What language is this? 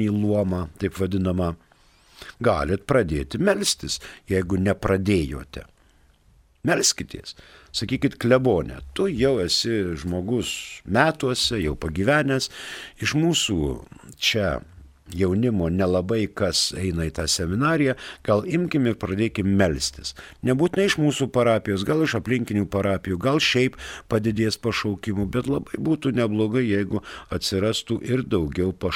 Lithuanian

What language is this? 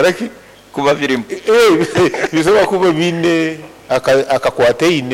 Nyoro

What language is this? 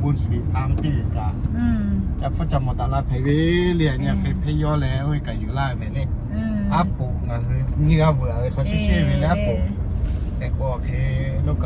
Lahu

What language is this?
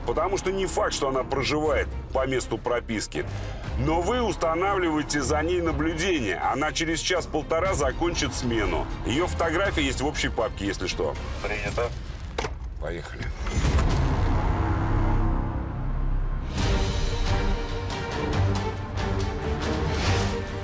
Russian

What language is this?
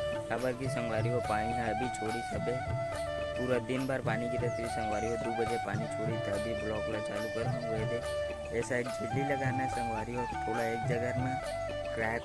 Chhattisgarhi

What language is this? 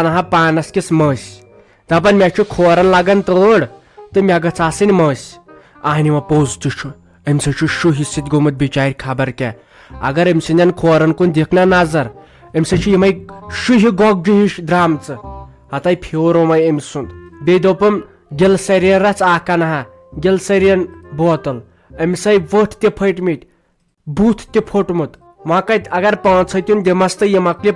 Kashmiri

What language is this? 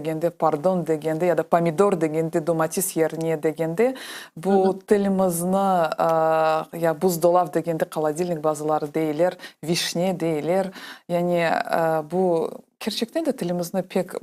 Crimean Tatar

